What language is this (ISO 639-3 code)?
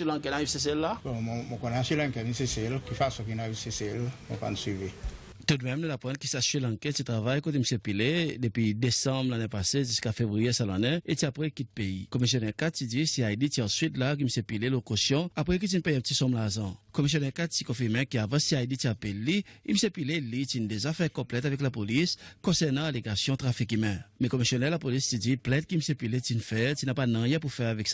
crs